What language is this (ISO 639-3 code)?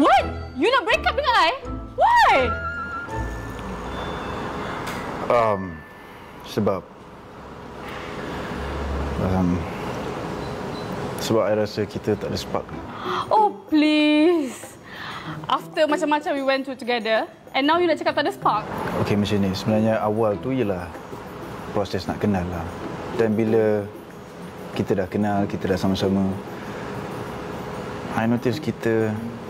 msa